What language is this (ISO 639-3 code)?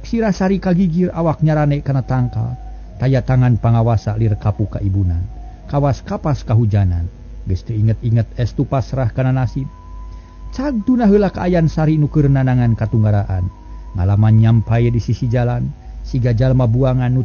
sun